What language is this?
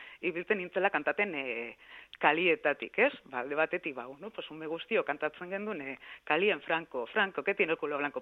Basque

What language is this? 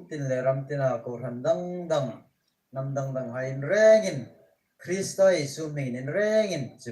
Hmar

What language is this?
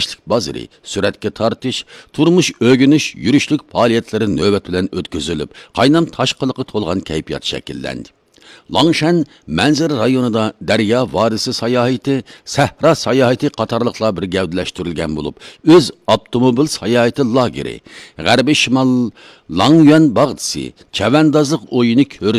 Uyghur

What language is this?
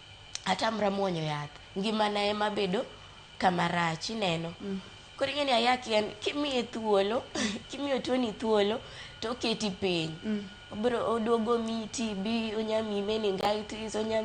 Luo (Kenya and Tanzania)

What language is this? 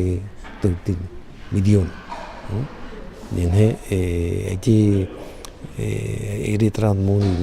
Tahitian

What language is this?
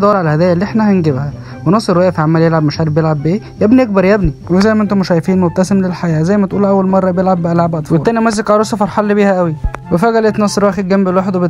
Egyptian Arabic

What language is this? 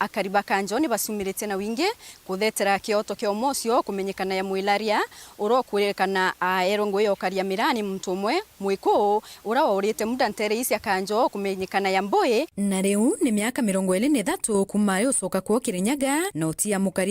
Meru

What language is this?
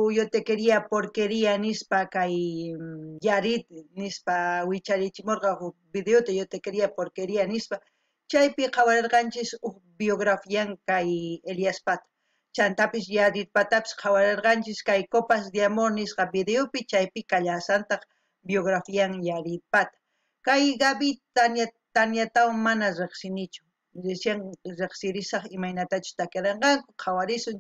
South Bolivian Quechua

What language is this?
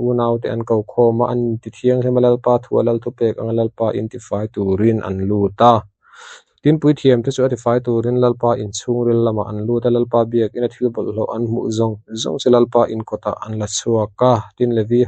Mizo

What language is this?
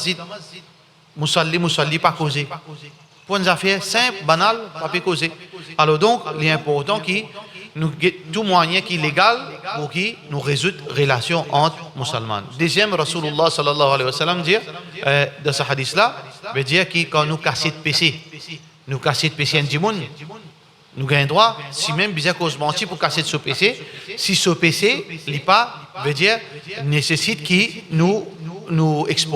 Morisyen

